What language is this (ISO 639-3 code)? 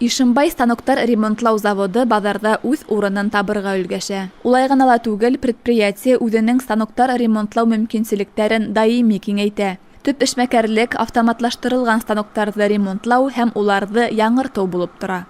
bak